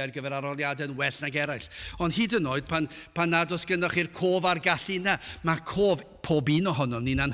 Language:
Welsh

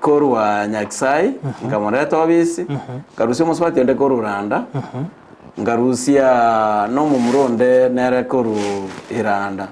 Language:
Gusii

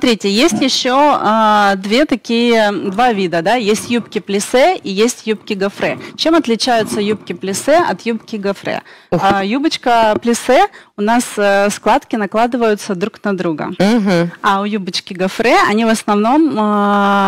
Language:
Russian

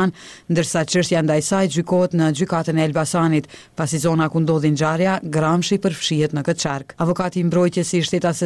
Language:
Albanian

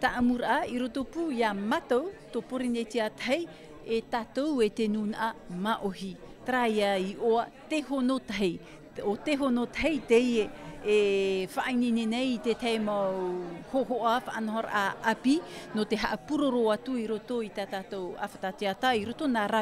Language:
Tahitian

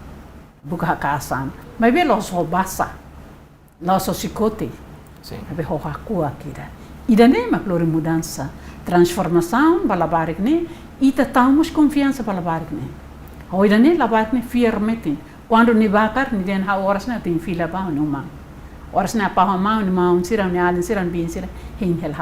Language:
Tetum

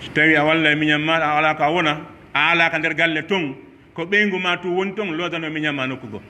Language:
Pular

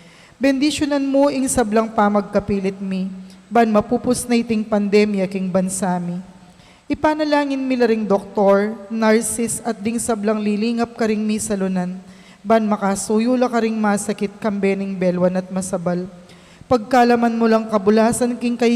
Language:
Pampanga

